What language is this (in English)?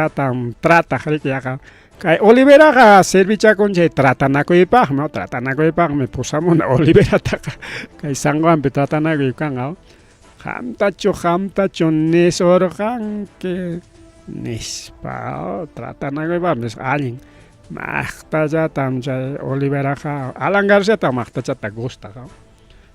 Ayacucho Quechua